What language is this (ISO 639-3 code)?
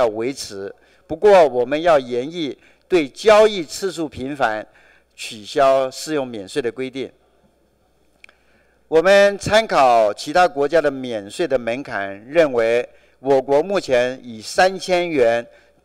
zho